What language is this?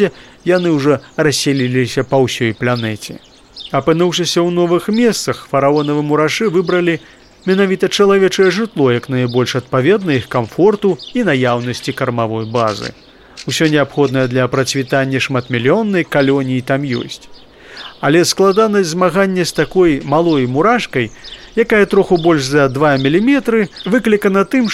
Belarusian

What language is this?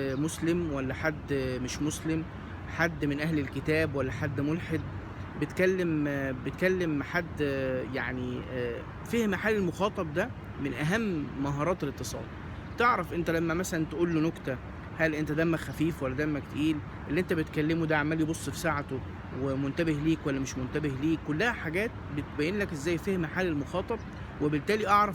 Egyptian Arabic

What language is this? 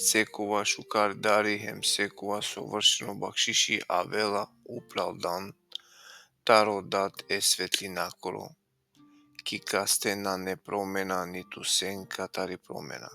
Balkan Romani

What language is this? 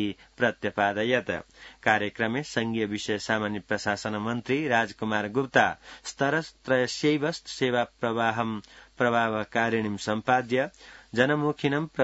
Sanskrit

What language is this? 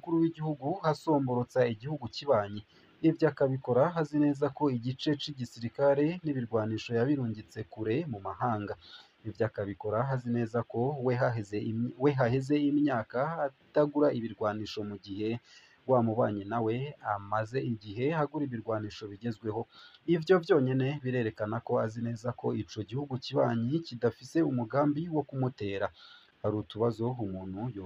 Rundi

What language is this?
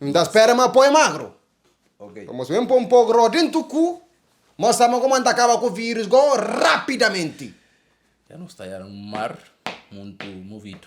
Kabuverdianu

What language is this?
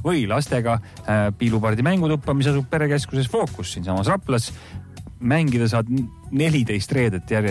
Estonian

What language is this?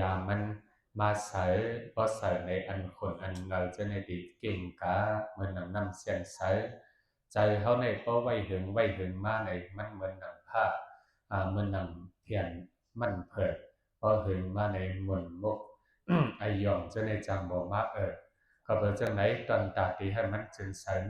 Shan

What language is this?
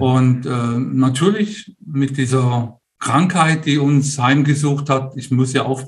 German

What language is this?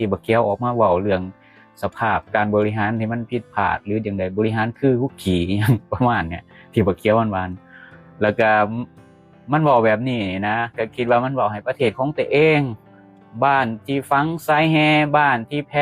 Lao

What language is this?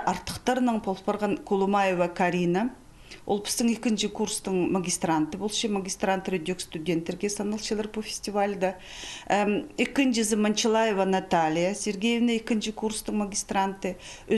Khakas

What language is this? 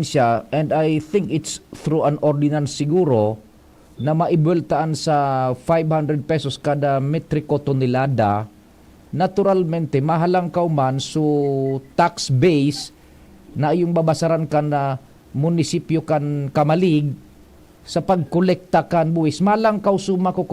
Bikol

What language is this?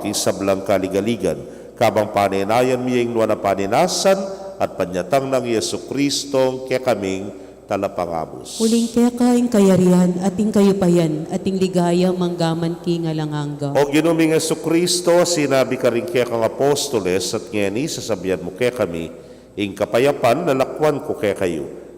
Pampanga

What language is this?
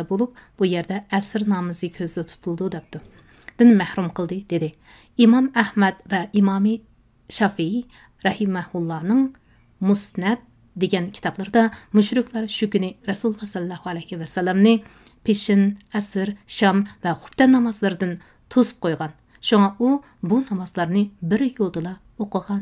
Uyghur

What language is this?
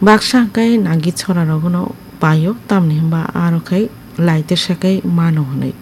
Kok Borok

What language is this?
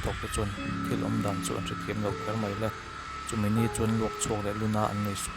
Mizo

